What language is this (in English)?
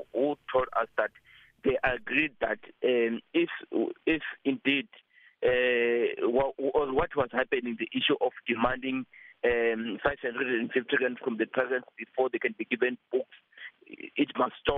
English